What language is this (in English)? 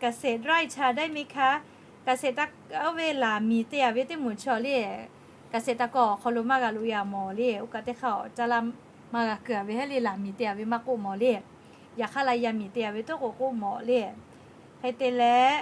Lahu